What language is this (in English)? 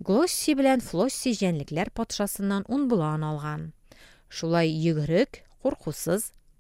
Tatar